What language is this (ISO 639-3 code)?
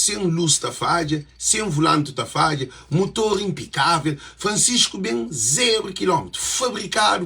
kea